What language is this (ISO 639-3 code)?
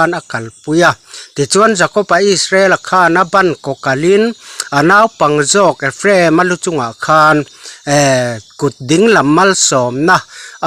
lus